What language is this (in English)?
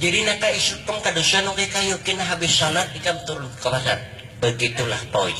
Banjar